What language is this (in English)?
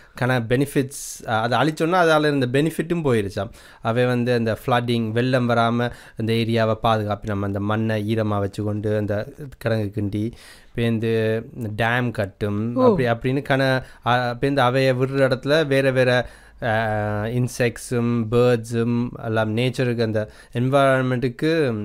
Tamil